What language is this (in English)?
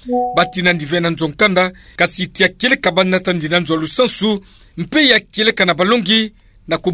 Kituba (Democratic Republic of Congo)